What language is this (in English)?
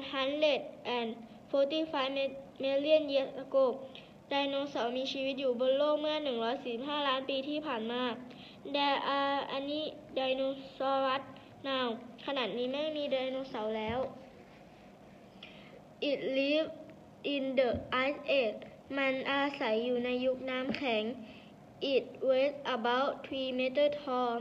Thai